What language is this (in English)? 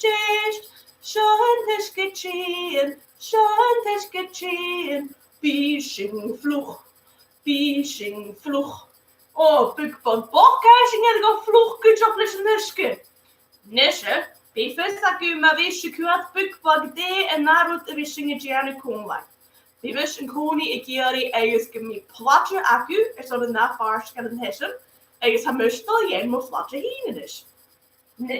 Scottish Gaelic